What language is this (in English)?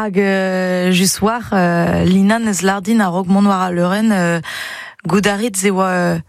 Breton